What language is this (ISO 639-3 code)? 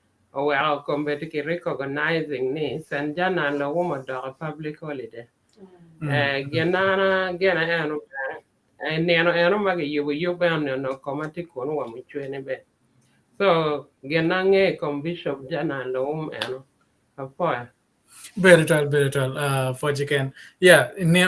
ach